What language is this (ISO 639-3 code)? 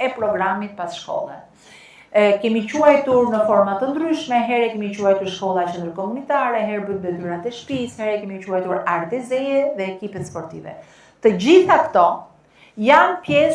sqi